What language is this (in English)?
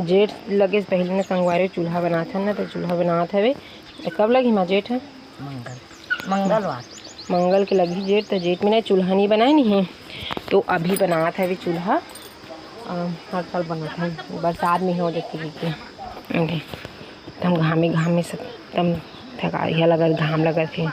Chhattisgarhi